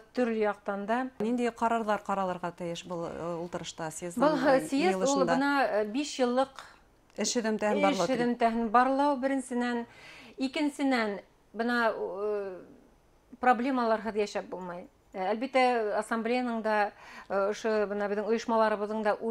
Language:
Bashkir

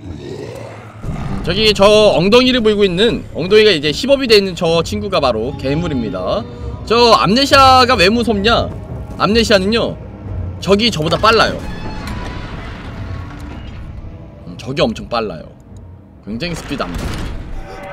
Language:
Korean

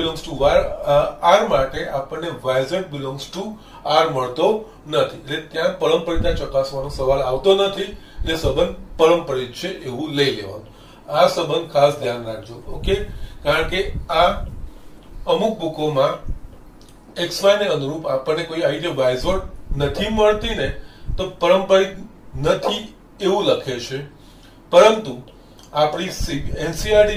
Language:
Gujarati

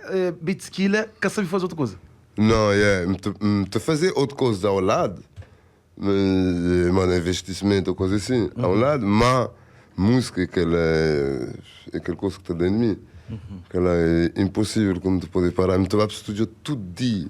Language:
Kabuverdianu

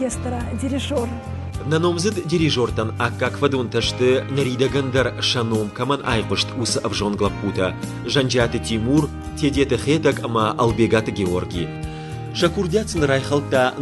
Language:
Ossetic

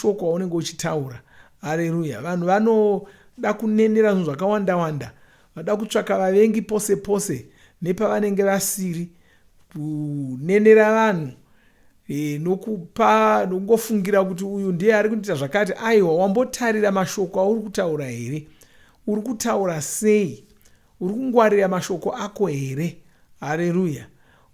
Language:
Shona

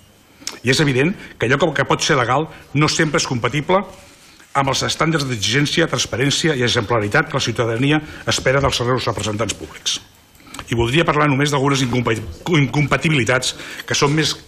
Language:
Catalan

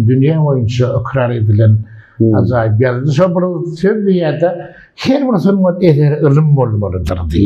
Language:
Turkmen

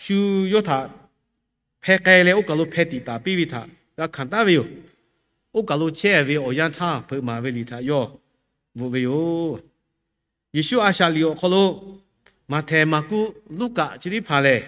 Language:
Lahu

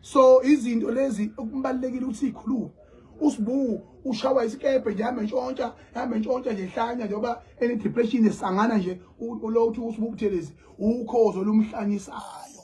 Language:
Zulu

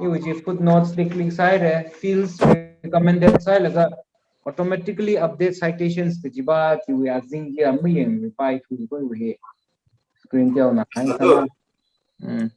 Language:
Tangkhul Naga (India)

